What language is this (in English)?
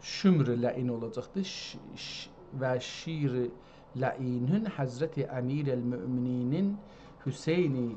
South Azerbaijani